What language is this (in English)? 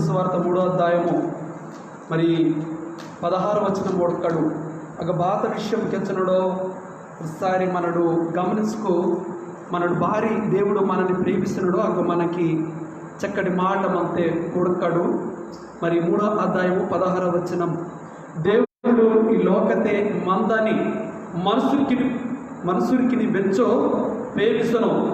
Koya